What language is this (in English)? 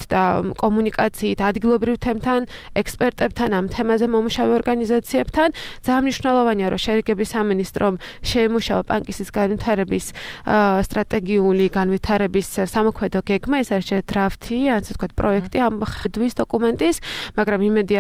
Georgian